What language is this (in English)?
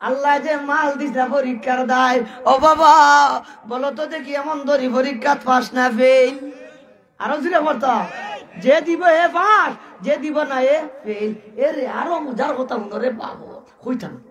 Sylheti